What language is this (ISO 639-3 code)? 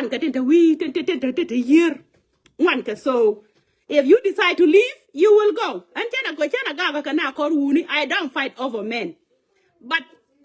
nus